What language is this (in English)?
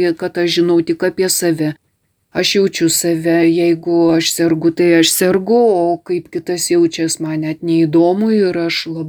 Lithuanian